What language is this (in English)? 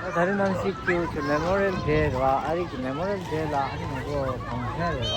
Tibetan